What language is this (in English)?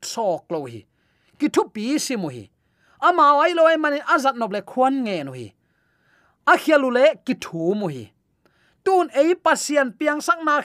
Tedim Chin